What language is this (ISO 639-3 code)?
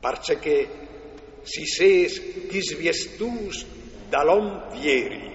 fur